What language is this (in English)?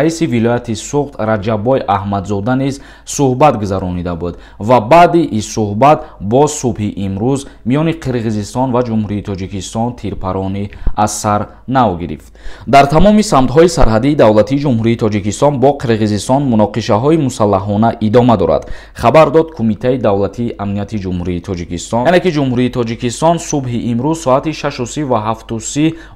Tajik